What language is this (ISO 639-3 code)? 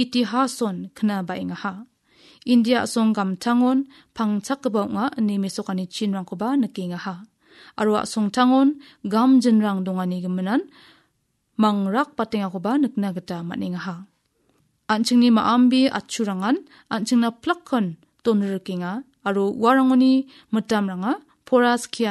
grt